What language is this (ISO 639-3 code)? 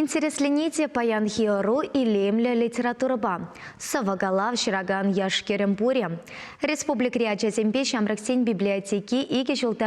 chv